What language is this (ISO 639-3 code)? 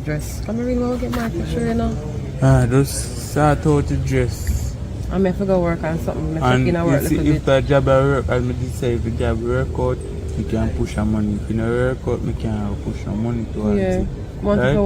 jam